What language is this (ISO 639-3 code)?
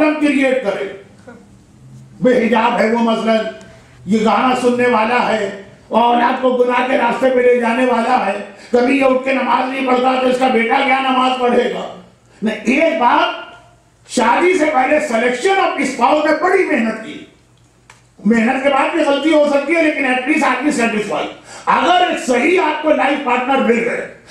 urd